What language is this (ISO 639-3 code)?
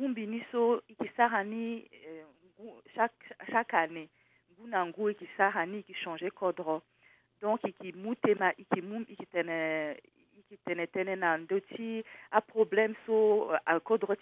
sag